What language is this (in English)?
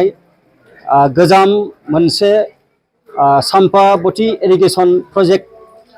Bodo